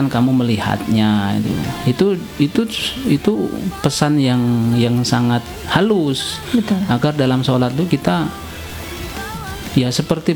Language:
Indonesian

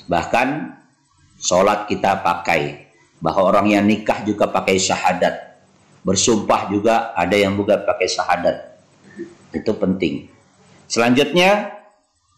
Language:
Indonesian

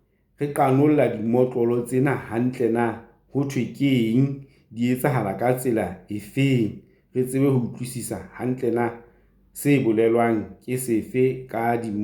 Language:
Southern Sotho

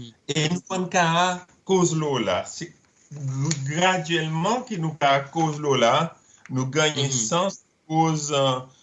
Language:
Seselwa Creole French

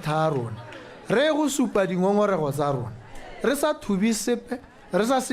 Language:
Tswana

